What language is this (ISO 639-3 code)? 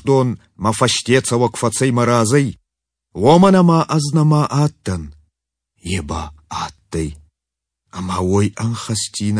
oss